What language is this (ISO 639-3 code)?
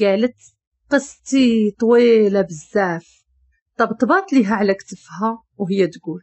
ary